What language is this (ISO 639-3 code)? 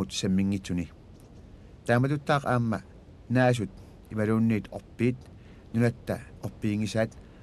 kal